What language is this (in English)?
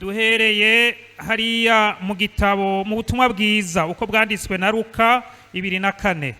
Rundi